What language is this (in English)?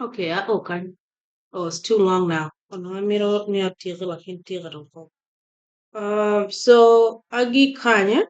Acoli